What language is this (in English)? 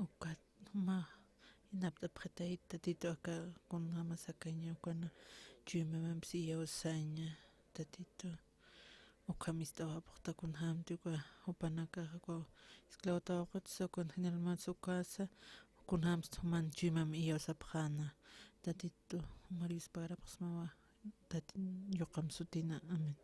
Aymara